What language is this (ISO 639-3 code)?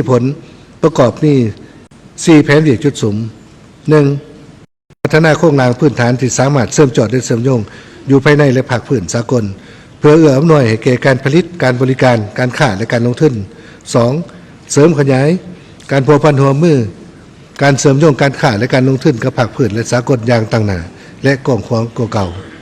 lao